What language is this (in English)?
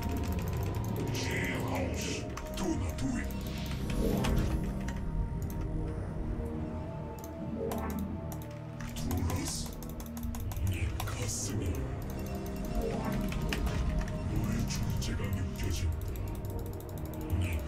Korean